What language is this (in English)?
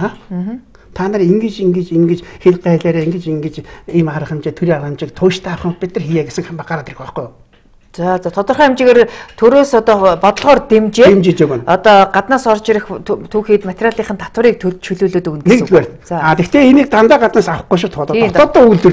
Mongolian